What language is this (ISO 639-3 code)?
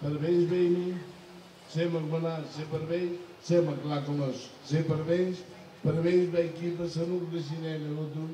tet